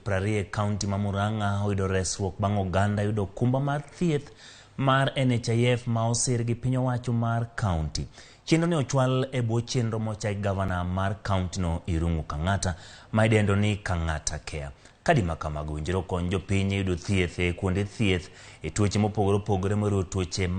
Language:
Luo (Kenya and Tanzania)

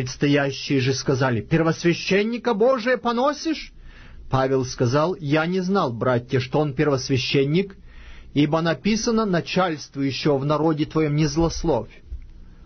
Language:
Russian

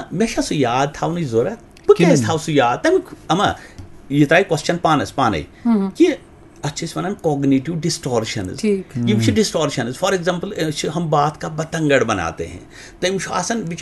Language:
Kashmiri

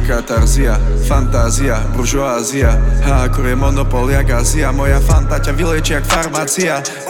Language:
Slovak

